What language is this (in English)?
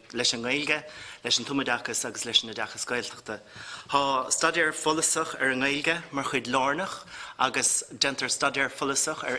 Irish